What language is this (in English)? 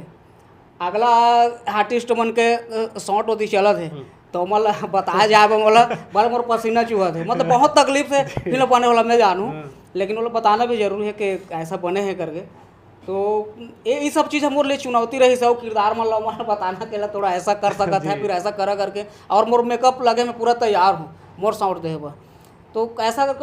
Chhattisgarhi